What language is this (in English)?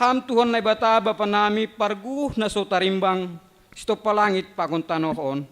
Batak Simalungun